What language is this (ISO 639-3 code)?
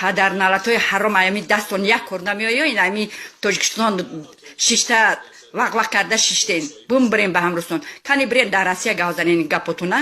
tgk